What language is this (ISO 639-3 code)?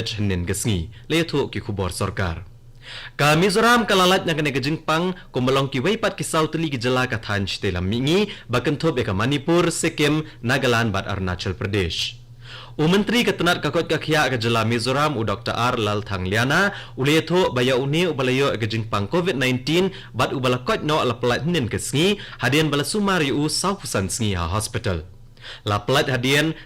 kha